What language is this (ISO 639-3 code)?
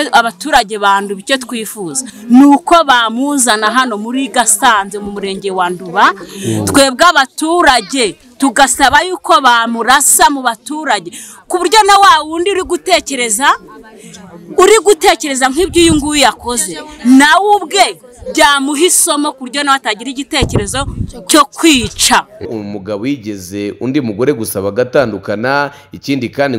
kin